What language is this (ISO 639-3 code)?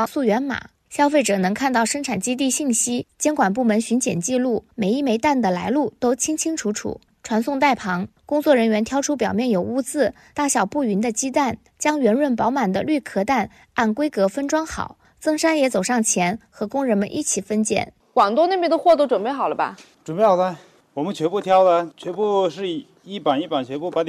zho